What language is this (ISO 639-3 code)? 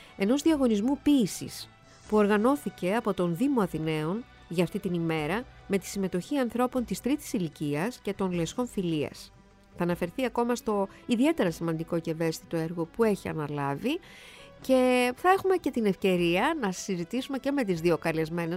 ell